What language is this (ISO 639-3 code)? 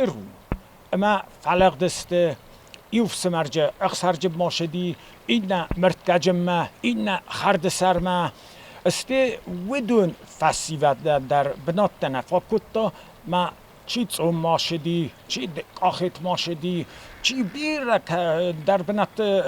oss